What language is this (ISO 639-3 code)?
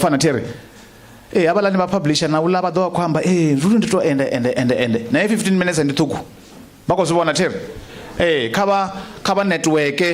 ven